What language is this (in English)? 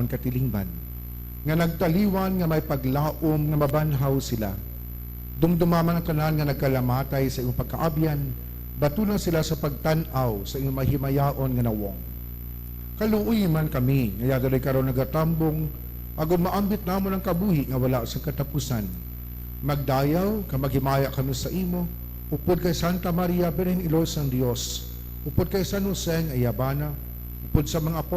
Hiligaynon